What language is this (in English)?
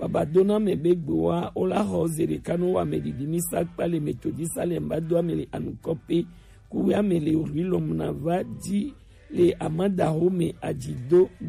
Gen